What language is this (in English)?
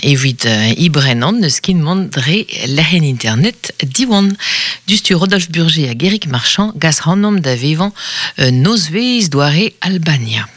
Breton